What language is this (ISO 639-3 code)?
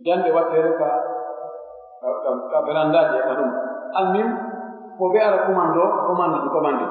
fuf